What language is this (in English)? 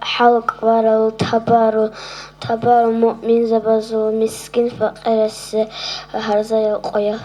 Avaric